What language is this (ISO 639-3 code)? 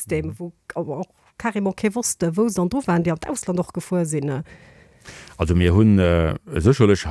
ltz